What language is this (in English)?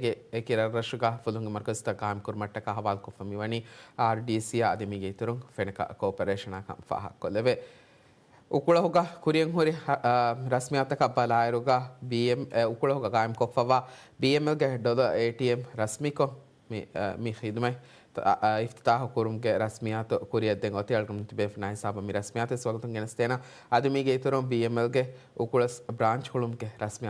Divehi